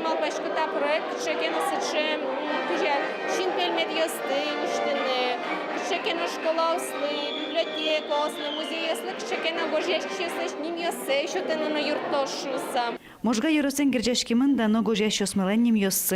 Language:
Udmurt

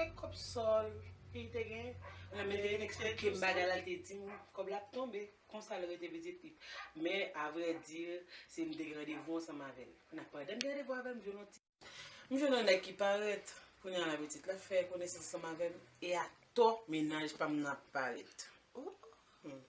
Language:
Haitian Creole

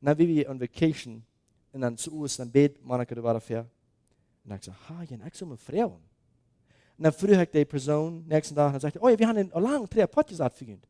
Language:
Plautdietsch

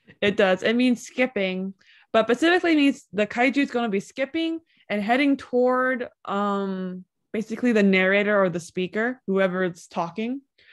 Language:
English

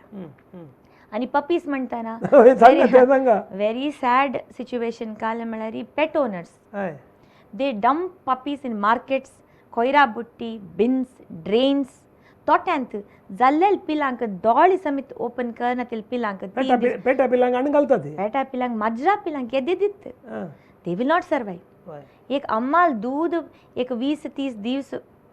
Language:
Konkani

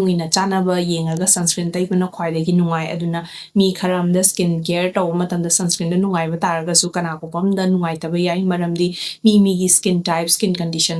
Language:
Manipuri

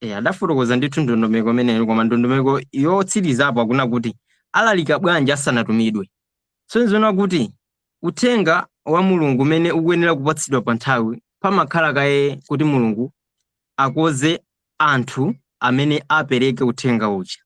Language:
Nyanja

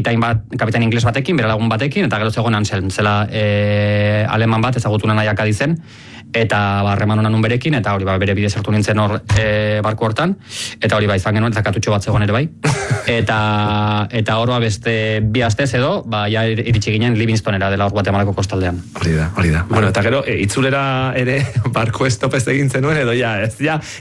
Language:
Basque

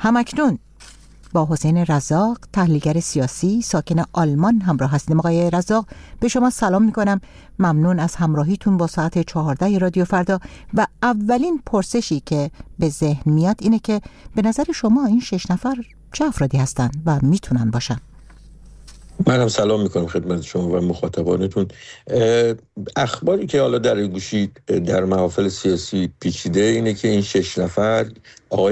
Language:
Persian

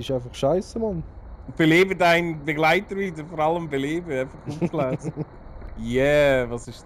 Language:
Swiss German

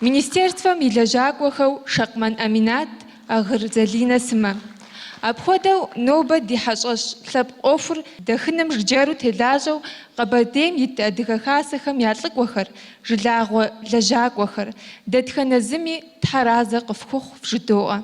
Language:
Kabardian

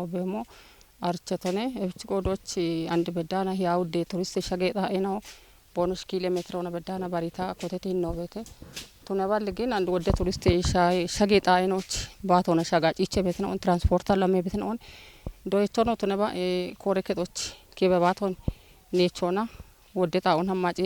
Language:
Kafa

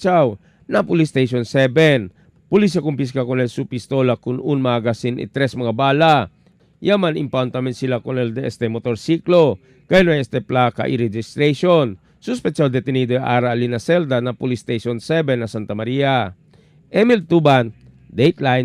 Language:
Chavacano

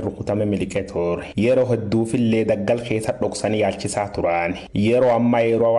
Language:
Oromo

